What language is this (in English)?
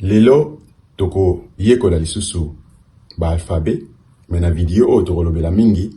Lingala